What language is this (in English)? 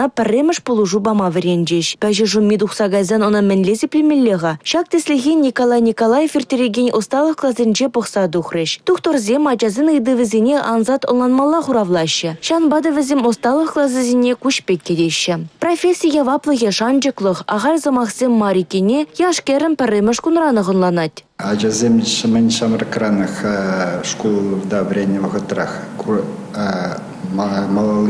Chuvash